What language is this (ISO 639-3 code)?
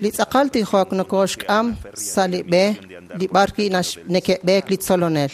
kek